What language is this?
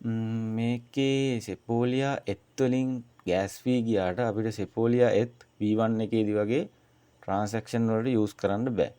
Sinhala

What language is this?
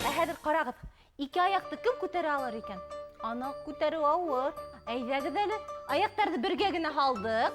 Bashkir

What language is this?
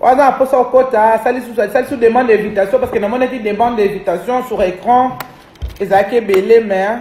Lingala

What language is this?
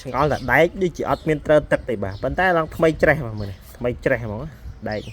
Khmer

